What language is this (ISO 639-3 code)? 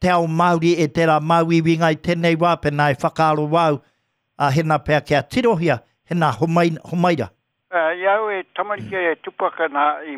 mri